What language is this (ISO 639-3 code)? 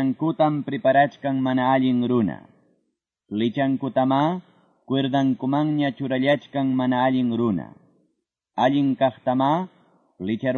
que